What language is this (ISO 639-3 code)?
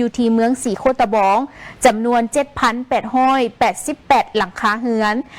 lao